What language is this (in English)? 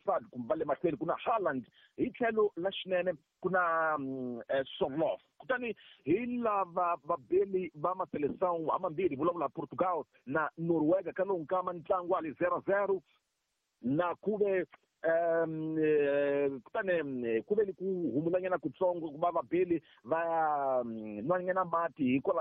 Tsonga